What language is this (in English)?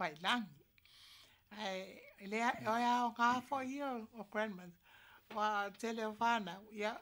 Samoan